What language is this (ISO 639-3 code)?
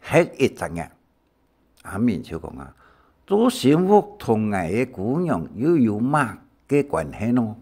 hak